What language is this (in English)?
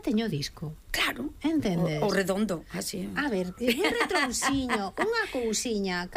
Galician